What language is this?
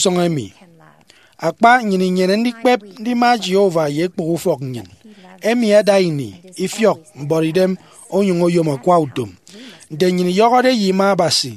Efik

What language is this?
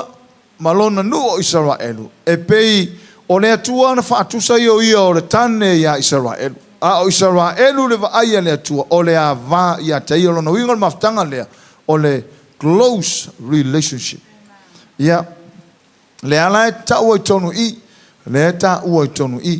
Samoan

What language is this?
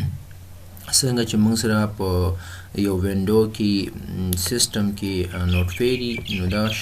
Pashto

